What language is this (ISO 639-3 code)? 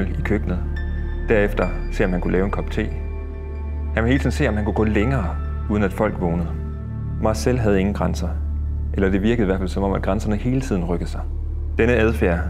dan